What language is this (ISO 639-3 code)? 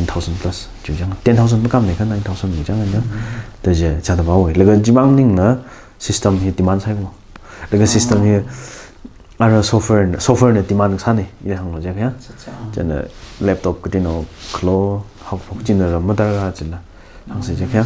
nmf